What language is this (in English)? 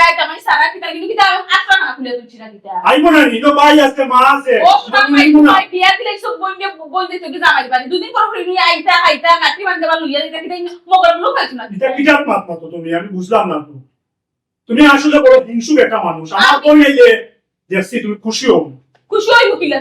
Sylheti